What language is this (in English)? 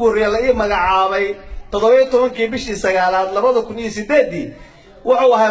Somali